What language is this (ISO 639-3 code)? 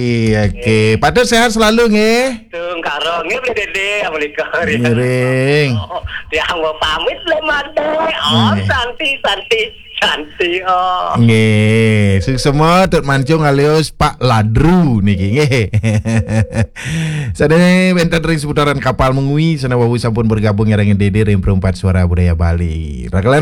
ban